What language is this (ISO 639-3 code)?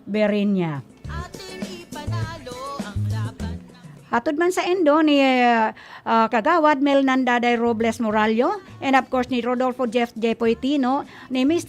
bik